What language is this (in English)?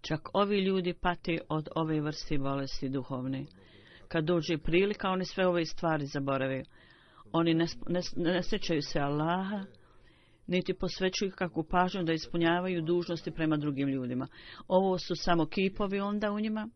Bosnian